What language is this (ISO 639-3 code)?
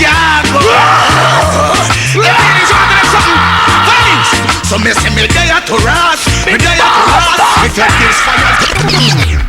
jam